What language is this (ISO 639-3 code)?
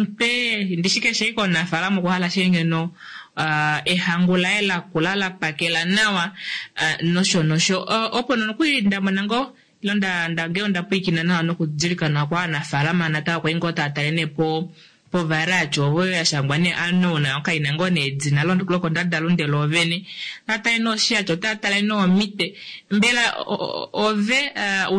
kua